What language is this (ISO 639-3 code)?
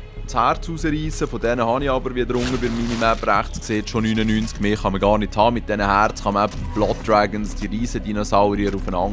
gsw